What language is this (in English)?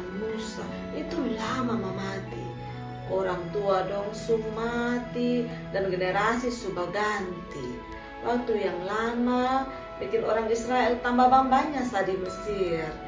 Kupang Malay